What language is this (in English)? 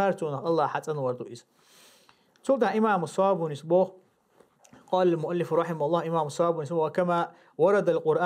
Chechen